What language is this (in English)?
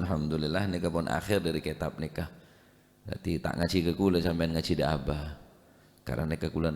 Madurese